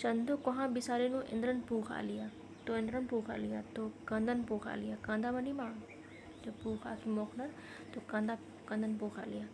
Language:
Kurukh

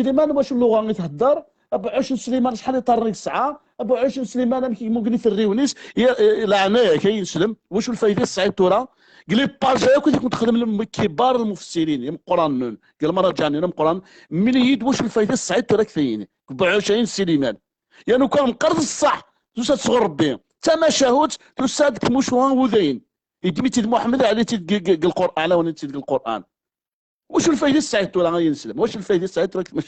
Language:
Kabyle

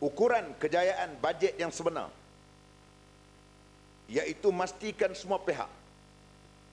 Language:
Malay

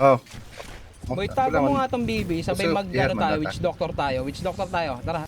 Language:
Yakut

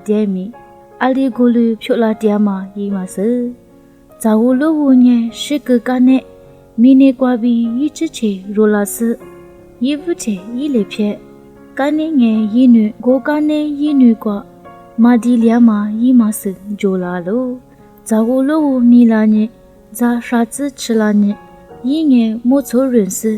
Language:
Lisu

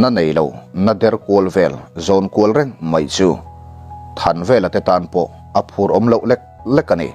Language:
Mizo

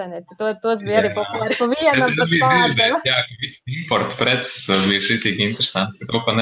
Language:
Latvian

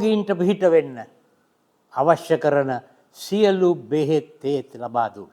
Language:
Sinhala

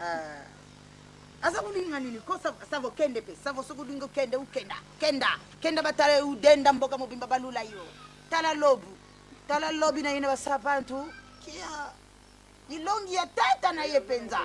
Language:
Lingala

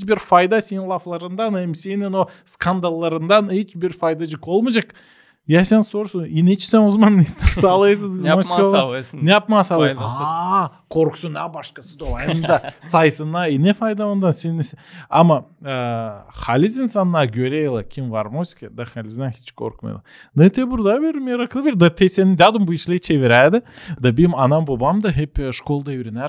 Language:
Gagauz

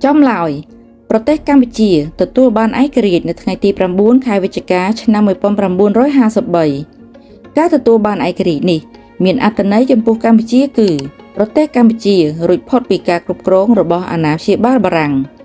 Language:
Khmer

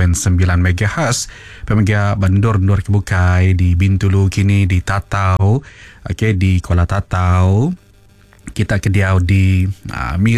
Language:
Iban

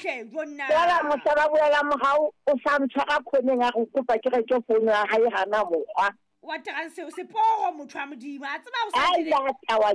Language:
Southern Sotho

